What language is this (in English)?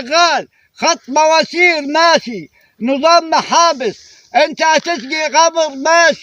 Egyptian Arabic